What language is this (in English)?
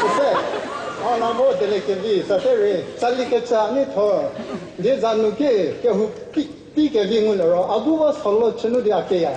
Chokri Naga